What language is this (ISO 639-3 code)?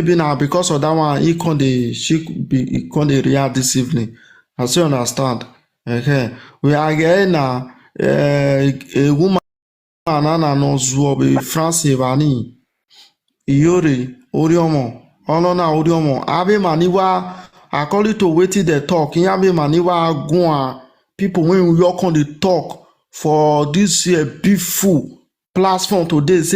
pcm